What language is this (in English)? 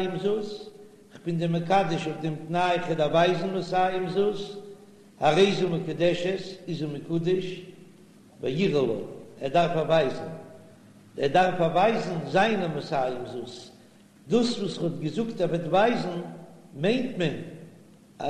Yiddish